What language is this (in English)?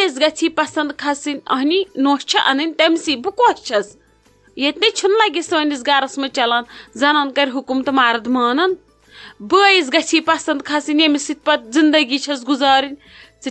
Kashmiri